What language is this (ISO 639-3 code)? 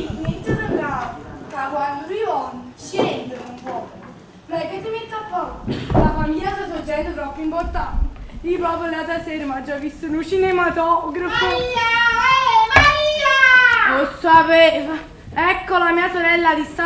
nap